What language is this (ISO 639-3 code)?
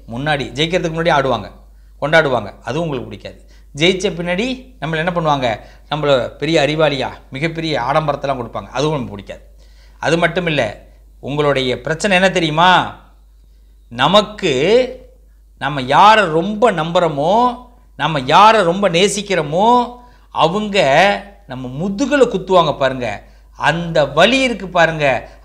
tam